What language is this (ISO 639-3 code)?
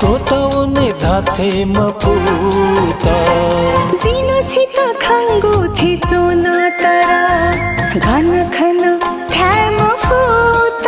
new